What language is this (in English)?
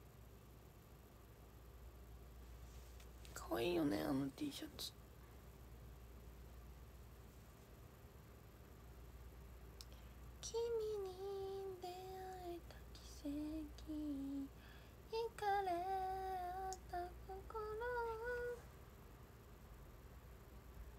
Japanese